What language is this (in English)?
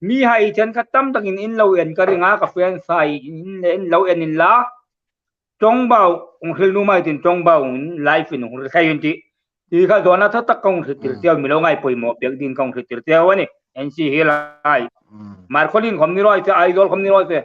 Hmar